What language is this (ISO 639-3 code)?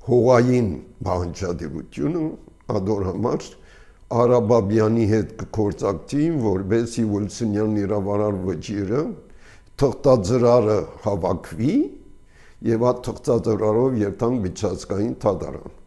hye